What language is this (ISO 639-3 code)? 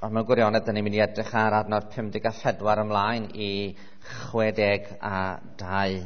cym